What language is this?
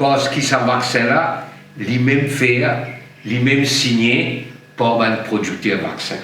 Morisyen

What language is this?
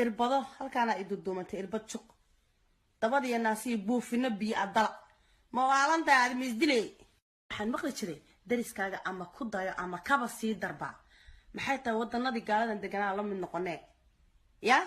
Somali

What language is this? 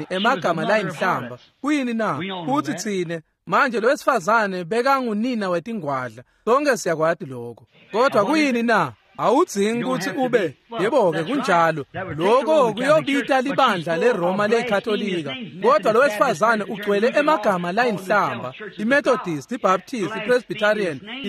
Swati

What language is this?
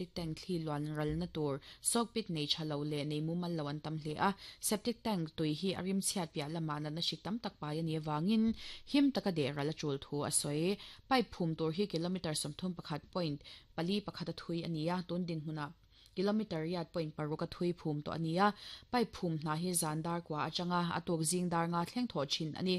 Mizo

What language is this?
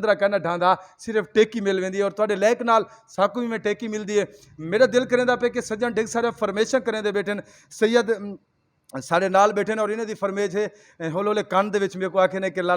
Saraiki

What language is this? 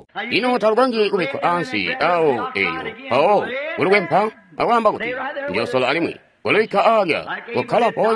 Tonga (Zambia)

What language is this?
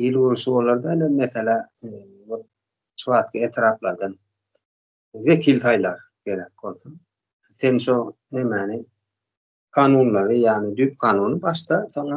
Turkmen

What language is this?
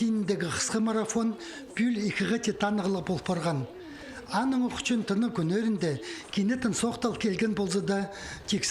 Khakas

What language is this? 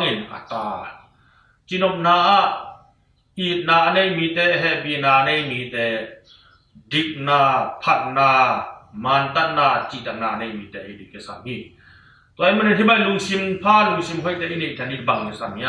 Tedim Chin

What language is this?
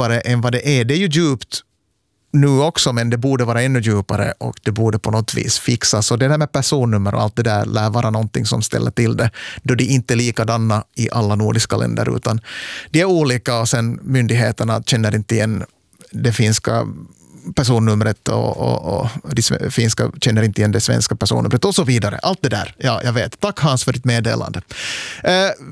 Swedish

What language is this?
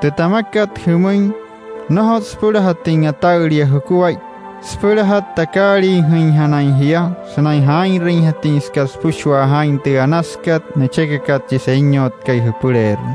Wayuu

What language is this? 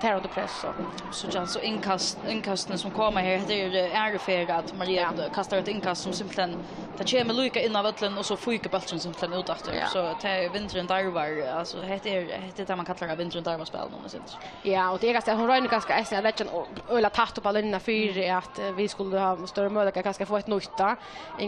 Faroese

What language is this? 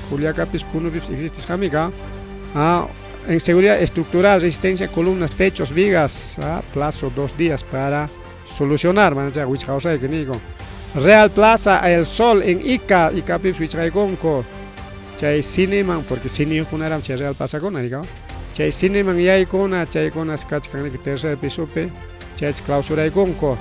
Ayacucho Quechua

